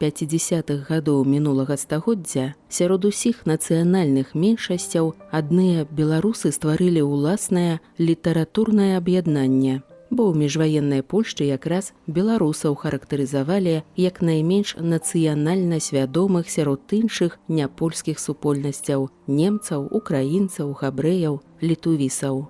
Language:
Belarusian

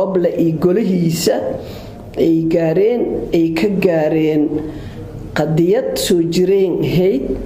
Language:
Somali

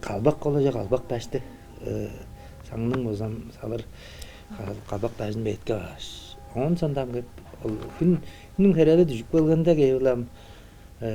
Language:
Tuvinian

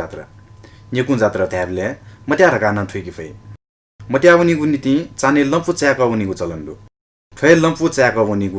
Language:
Newari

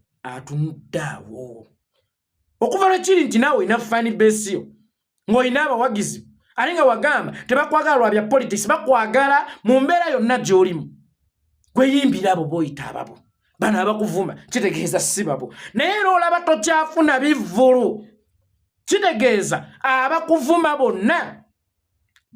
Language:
Ganda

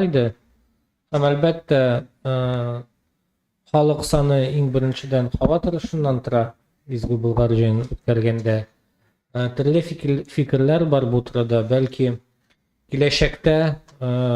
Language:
Tatar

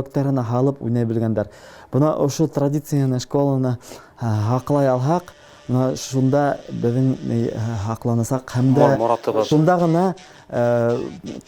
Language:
Bashkir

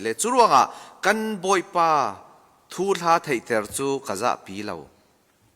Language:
Falam Chin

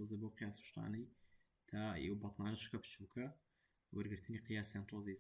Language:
Central Kurdish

